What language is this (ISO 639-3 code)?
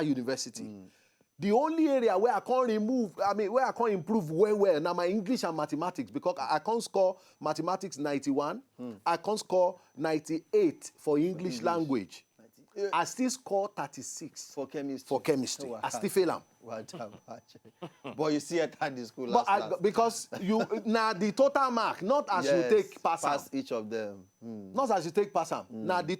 pcm